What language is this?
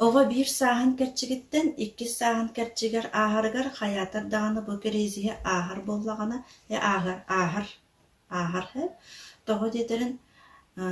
Yakut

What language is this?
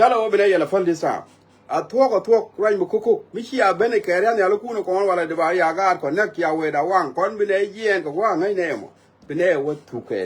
Nuer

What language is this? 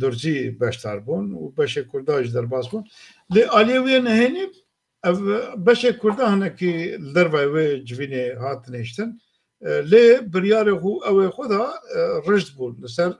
Kurdish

